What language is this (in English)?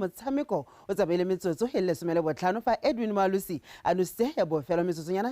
Tswana